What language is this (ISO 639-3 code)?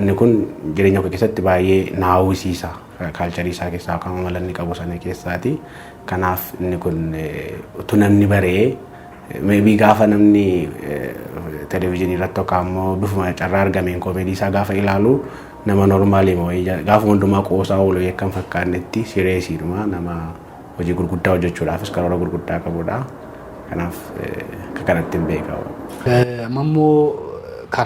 orm